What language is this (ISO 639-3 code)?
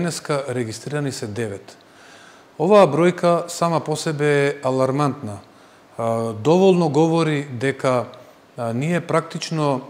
mkd